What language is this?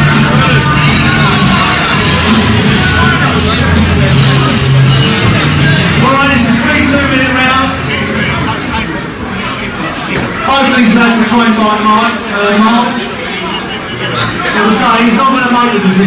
English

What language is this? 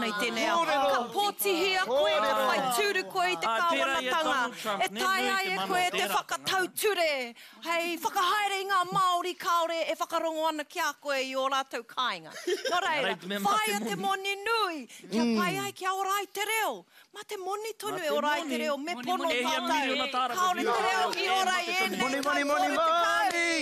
Māori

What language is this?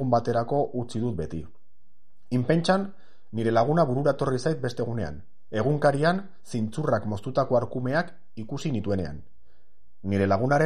Basque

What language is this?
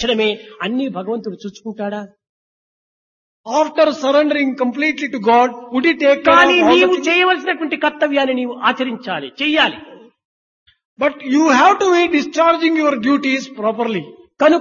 Telugu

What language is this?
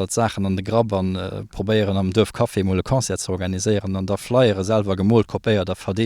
Luxembourgish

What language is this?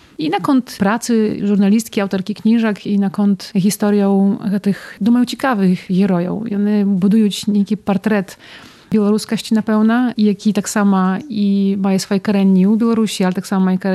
Belarusian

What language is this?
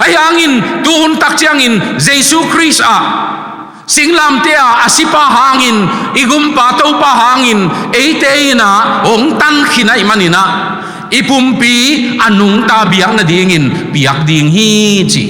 Tedim Chin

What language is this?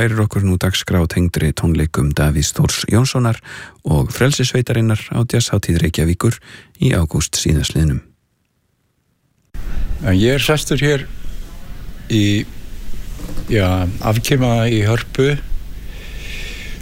Icelandic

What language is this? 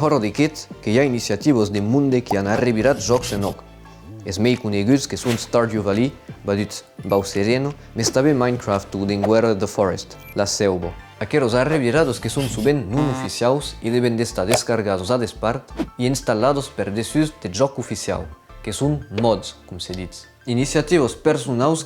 Occitan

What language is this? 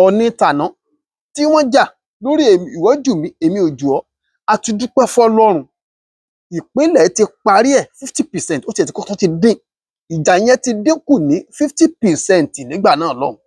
Yoruba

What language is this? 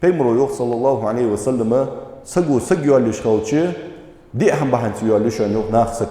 Ingush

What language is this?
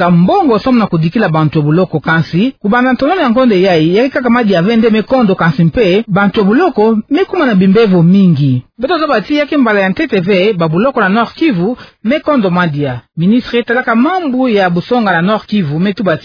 Kituba (Democratic Republic of Congo)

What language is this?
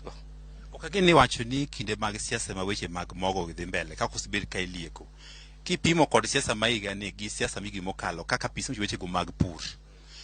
Luo (Kenya and Tanzania)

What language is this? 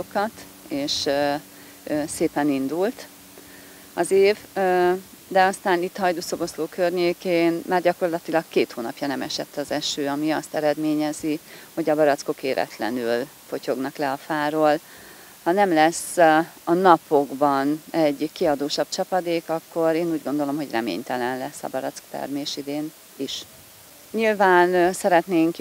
Hungarian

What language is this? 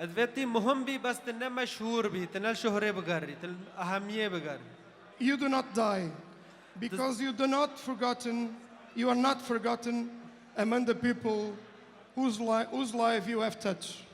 Kurdish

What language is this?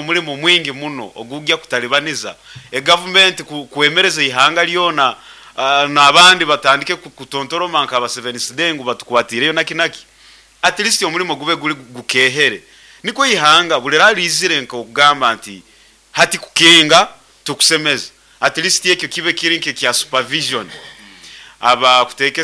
Nyankole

